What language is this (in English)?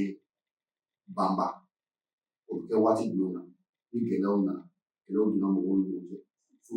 Bambara